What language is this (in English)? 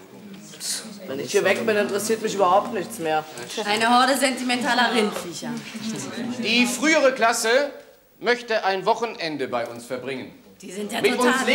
German